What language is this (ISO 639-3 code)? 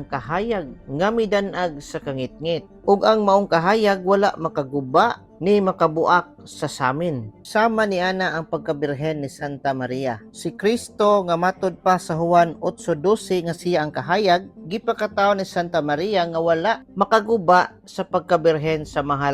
ceb